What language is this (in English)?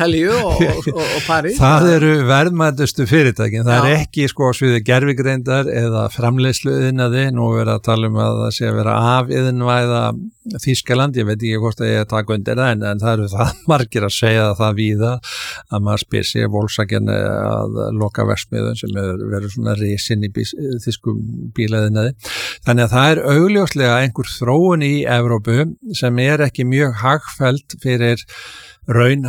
Icelandic